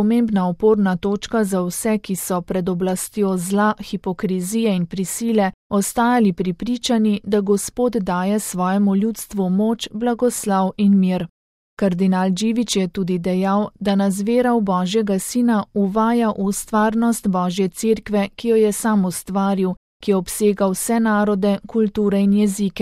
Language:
Slovenian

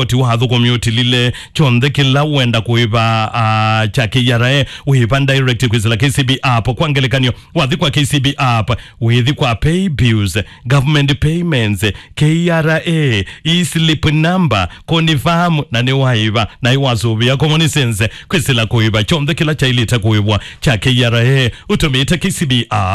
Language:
Kamba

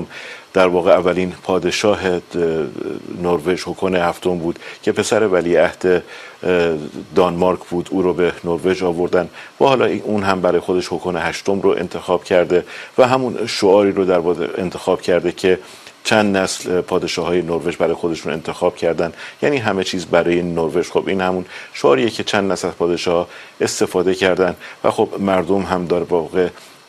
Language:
Persian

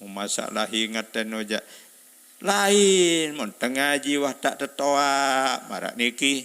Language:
Sasak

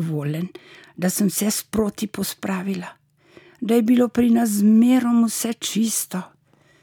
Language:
Slovenian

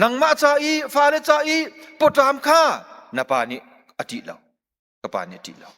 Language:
Hakha Chin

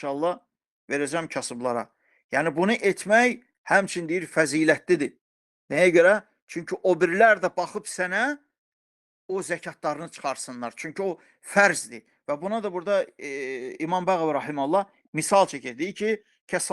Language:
Azerbaijani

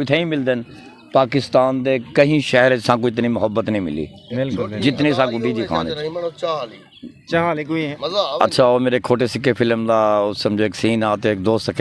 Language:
Saraiki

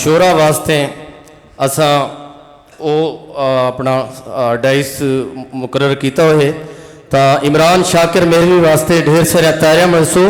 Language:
Saraiki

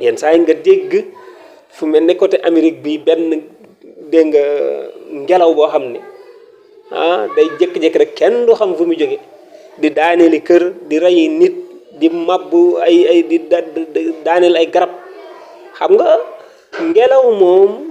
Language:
Wolof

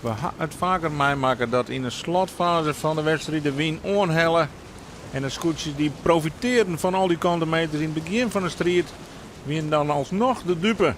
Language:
Western Frisian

